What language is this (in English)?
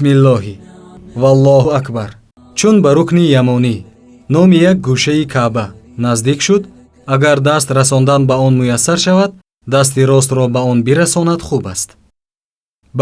Tajik